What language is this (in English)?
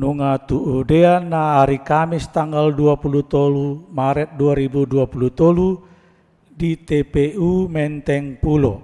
Batak Toba